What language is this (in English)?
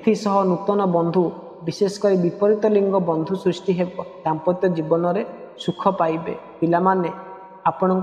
Odia